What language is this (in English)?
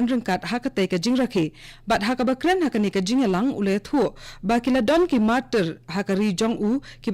Khasi